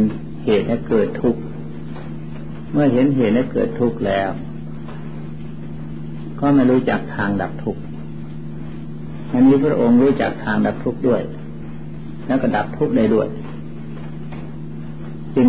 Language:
Thai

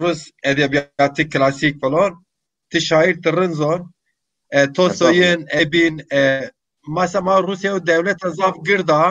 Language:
Zaza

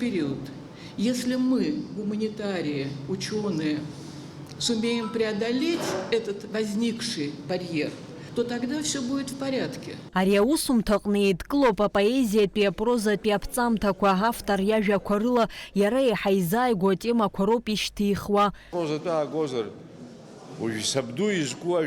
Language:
Abkhazian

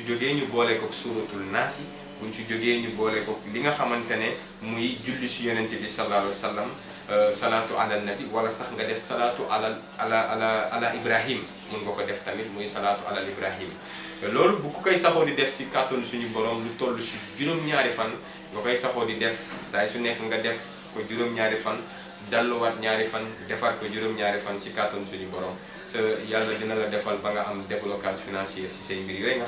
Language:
Wolof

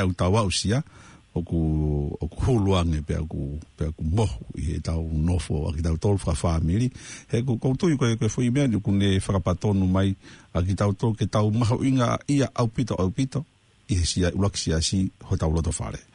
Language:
Tongan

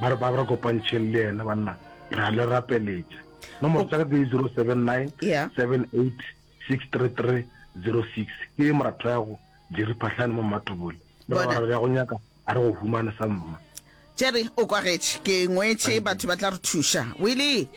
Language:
Northern Sotho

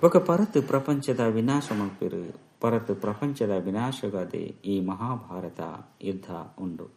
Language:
Tulu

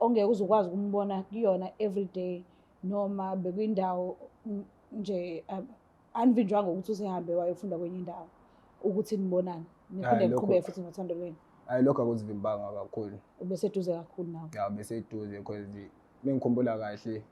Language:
Zulu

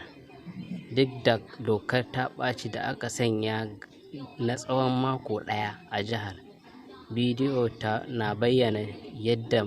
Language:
Hausa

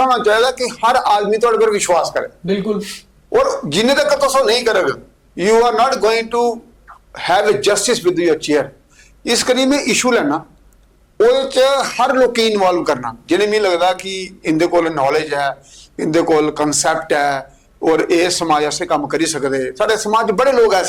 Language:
Dogri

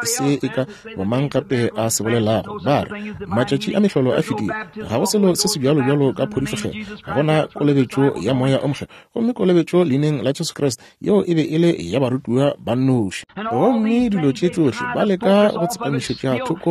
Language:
Northern Sotho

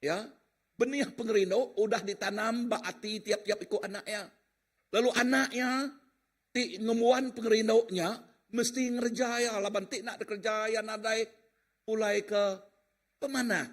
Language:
Iban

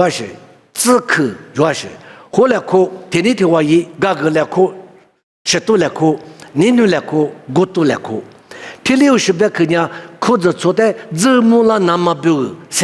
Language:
Lisu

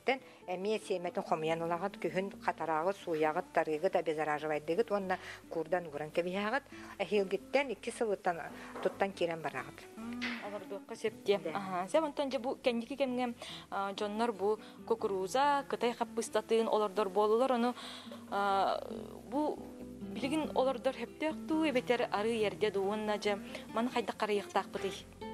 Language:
Yakut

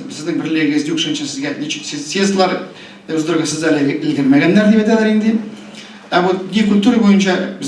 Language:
Tatar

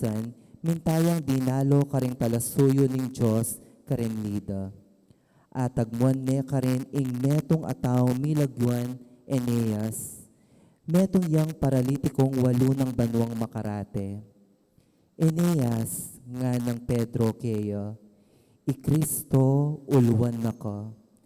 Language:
Pampanga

